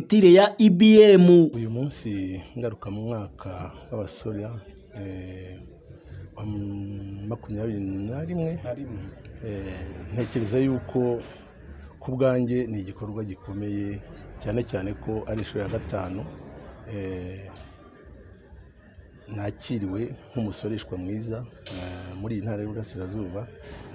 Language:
Kinyarwanda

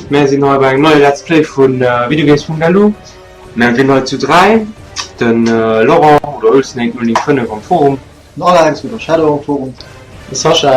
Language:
Luxembourgish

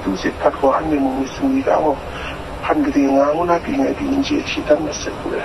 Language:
Kachin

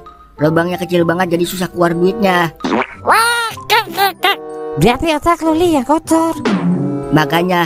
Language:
Betawi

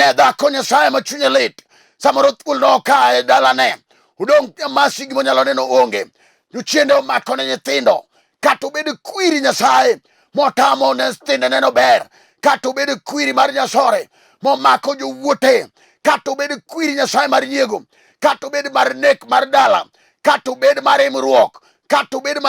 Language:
Luo (Kenya and Tanzania)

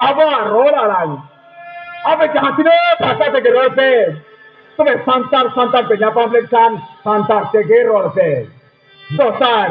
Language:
Santali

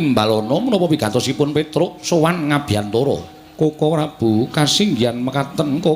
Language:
Javanese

